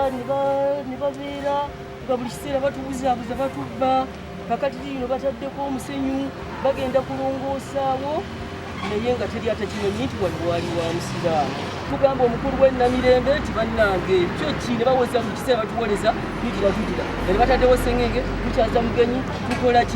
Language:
Ganda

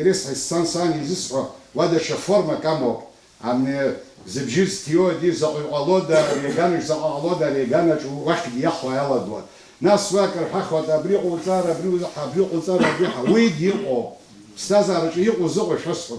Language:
Abkhazian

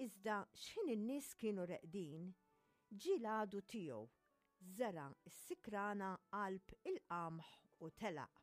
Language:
Maltese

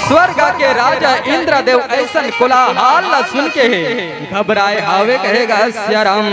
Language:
Chhattisgarhi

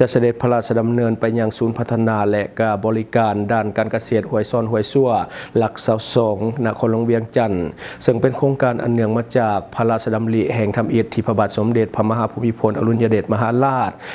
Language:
Lao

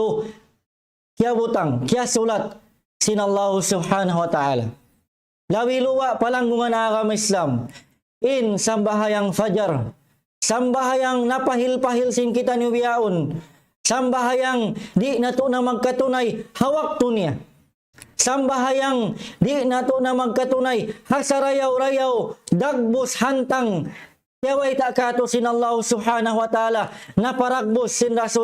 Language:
Tausug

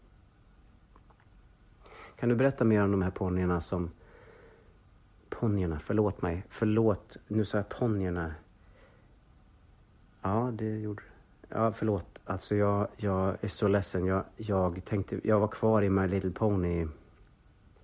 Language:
Swedish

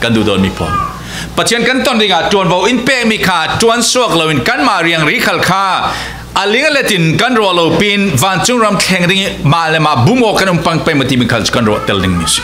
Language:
Falam Chin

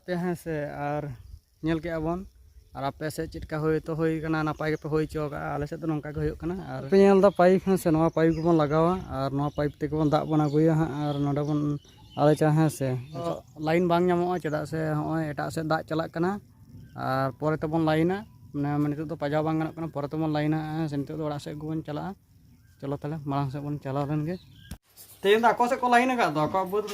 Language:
Santali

